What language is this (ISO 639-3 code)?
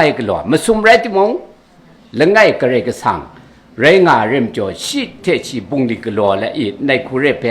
kac